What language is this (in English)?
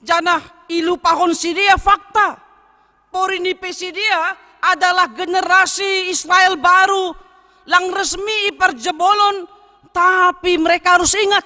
Batak Simalungun